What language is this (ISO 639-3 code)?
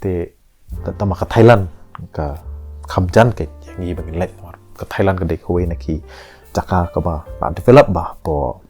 kha